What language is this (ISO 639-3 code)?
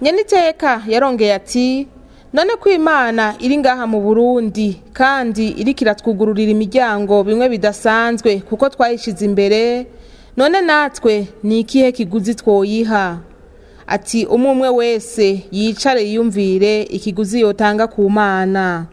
run